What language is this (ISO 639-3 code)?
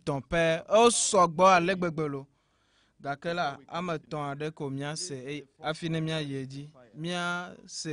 ewe